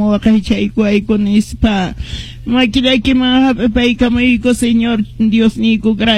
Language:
Quechua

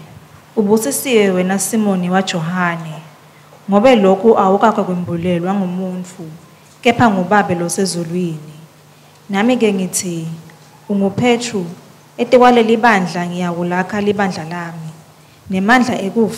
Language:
Swati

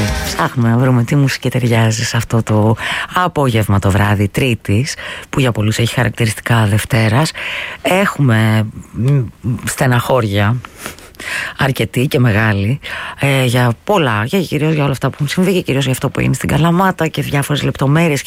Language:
Greek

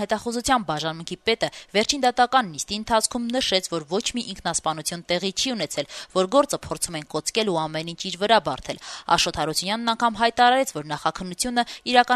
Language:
Armenian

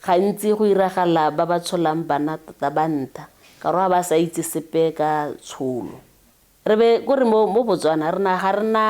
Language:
Tswana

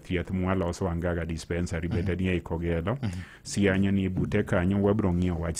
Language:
Luo (Kenya and Tanzania)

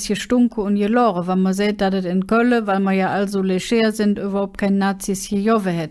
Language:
Colognian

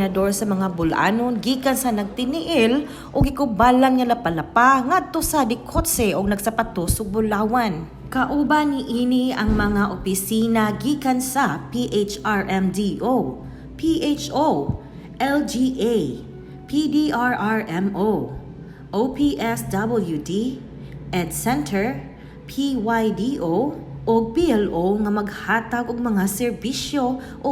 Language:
Cebuano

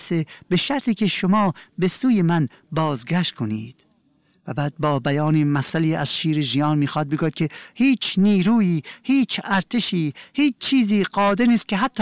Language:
Persian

